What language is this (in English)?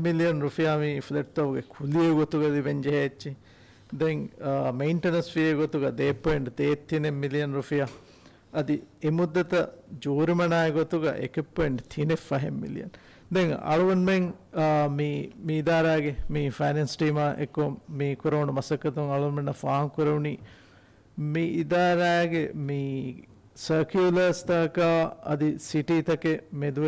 Divehi